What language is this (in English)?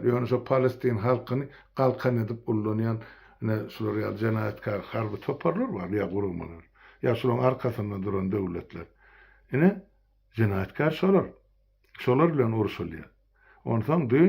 Turkmen